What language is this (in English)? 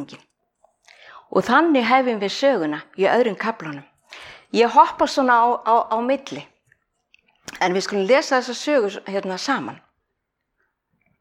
Icelandic